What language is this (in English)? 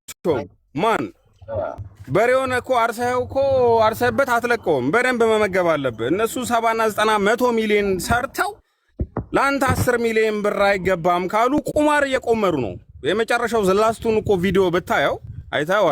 Amharic